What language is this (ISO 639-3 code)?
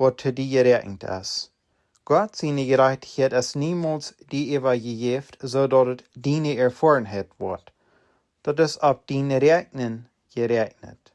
pdt